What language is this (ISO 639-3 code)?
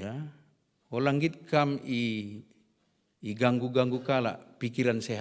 btx